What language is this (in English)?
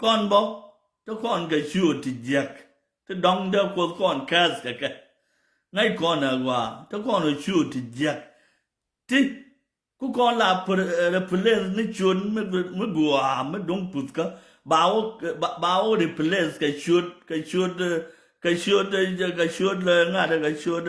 Nuer